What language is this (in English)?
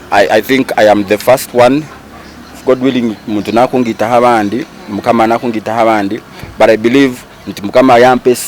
Nyankole